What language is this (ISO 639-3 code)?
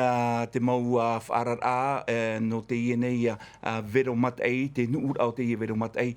tah